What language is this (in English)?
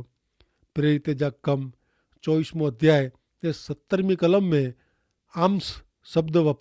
Kachhi